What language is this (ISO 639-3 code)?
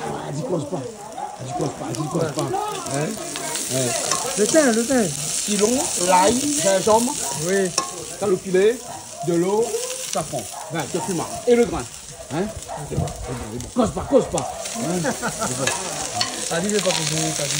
rcf